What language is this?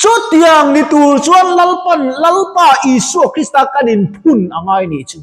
Mizo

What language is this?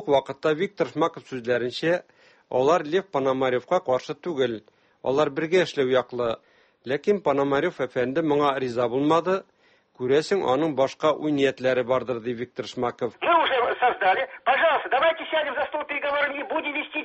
Tatar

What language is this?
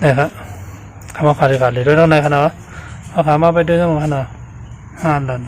Shan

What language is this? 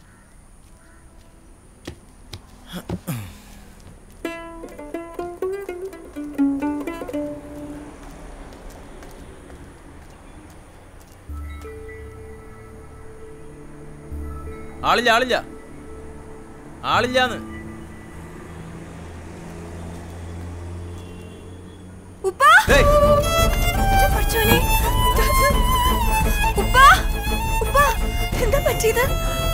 Malayalam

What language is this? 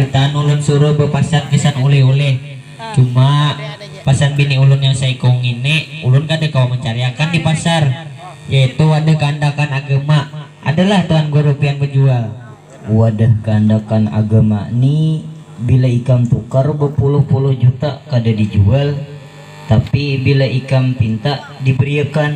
Banjar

